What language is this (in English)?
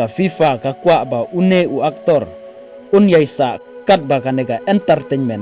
Khasi